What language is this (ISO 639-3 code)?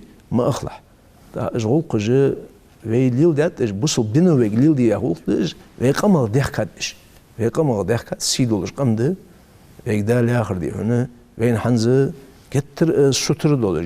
inh